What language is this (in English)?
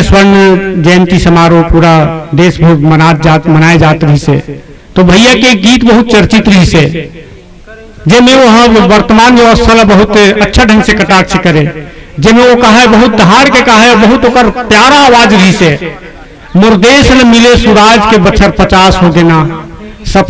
Chhattisgarhi